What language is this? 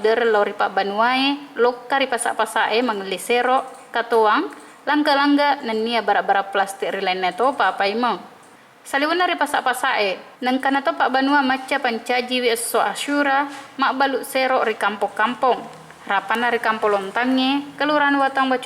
Buginese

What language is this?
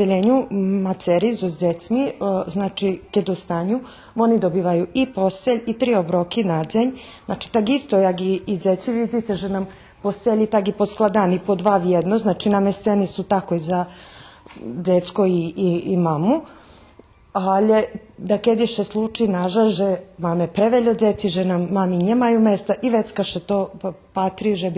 Rusyn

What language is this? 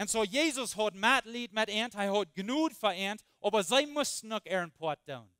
Plautdietsch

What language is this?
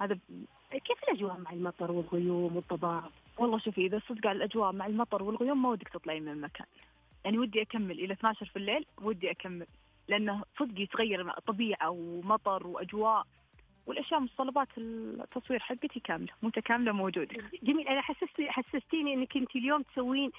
Najdi Arabic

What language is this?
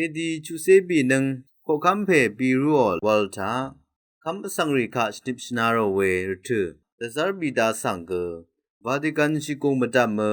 Rawang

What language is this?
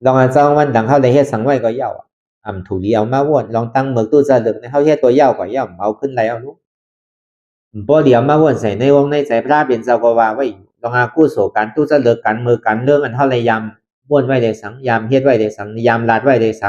Shan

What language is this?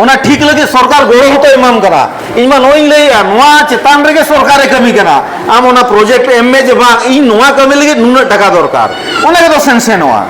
Santali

